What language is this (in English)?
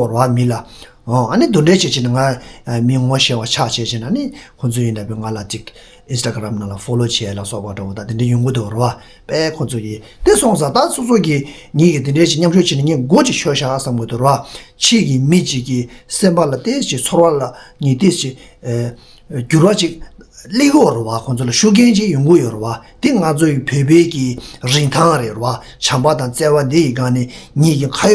Tibetan